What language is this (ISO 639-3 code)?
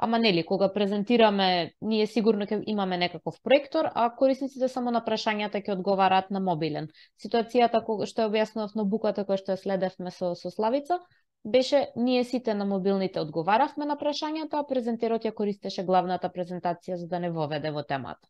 mkd